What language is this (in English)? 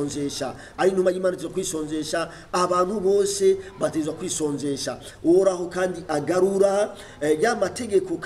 Rundi